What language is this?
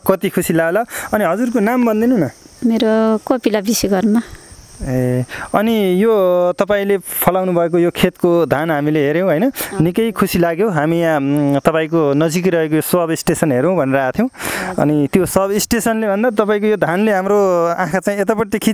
Nepali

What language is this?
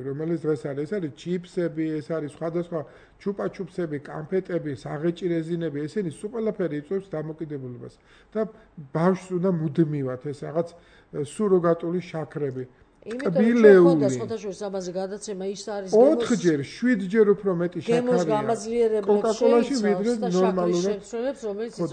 Georgian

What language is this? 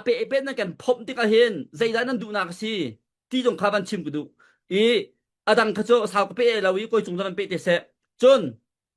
Hakha Chin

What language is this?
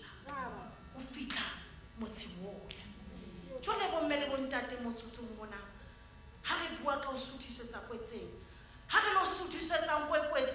Southern Sotho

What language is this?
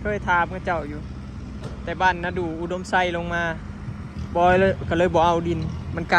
Lao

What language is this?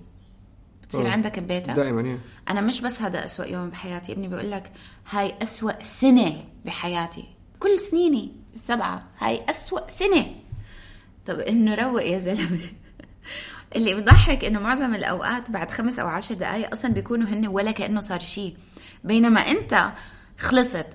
North Levantine Arabic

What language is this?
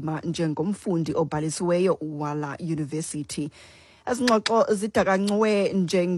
Xhosa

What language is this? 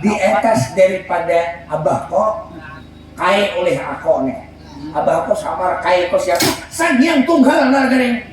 Banjar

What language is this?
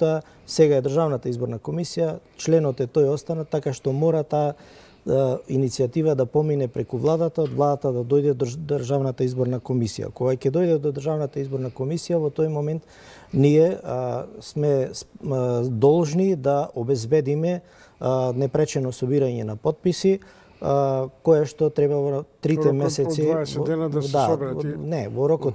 Macedonian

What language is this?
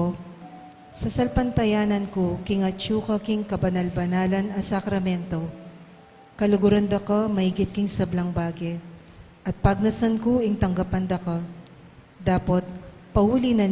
Pampanga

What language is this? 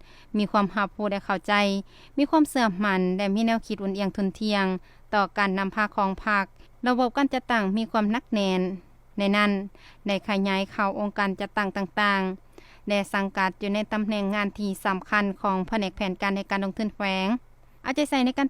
Lao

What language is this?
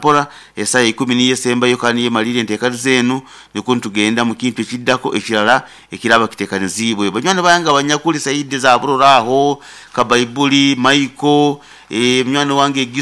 Nyoro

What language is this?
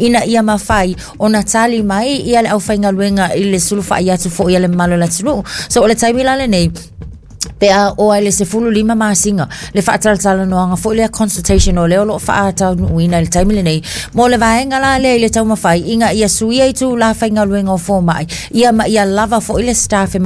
Samoan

